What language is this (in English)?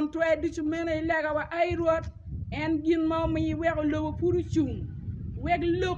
Acoli